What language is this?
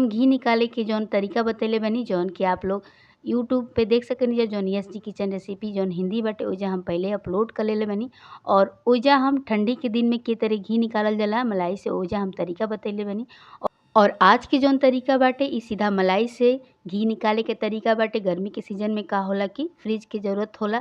Bhojpuri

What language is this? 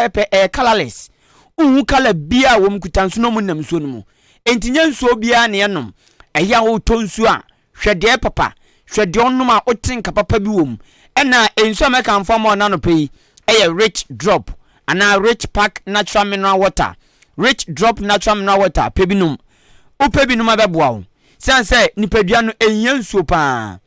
Akan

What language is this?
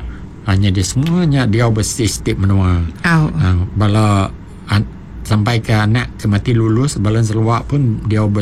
Iban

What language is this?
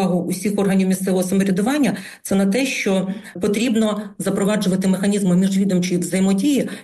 Ukrainian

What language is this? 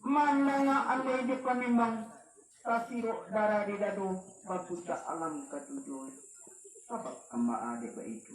Minangkabau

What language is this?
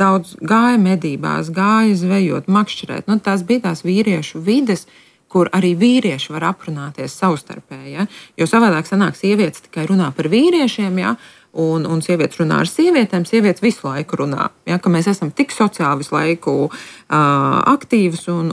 Latvian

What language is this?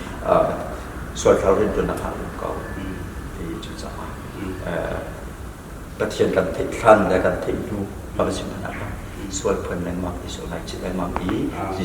Hakha Chin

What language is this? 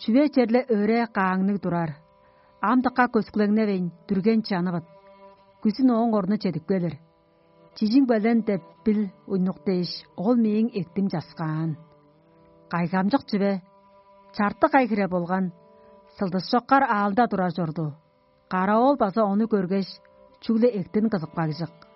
Tuvinian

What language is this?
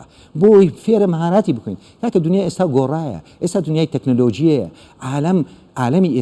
Central Kurdish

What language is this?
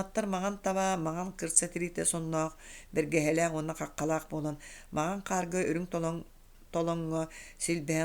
Yakut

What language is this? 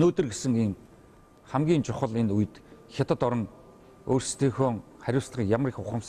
Mongolian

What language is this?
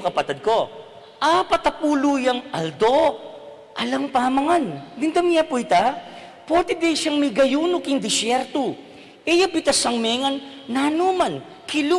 Pampanga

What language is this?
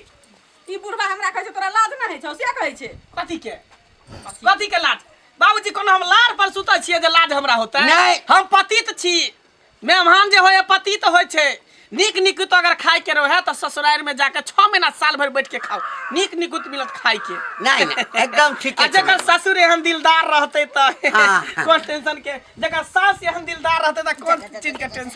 Maithili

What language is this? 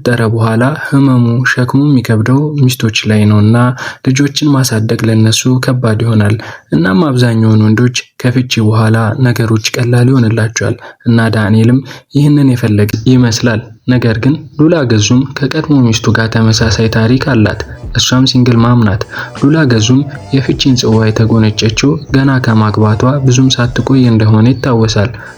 Amharic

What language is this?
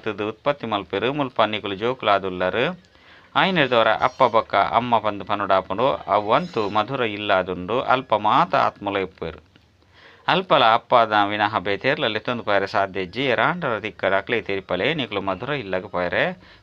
Tulu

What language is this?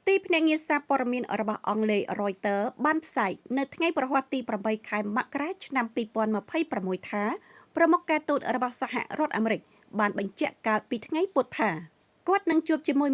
Khmer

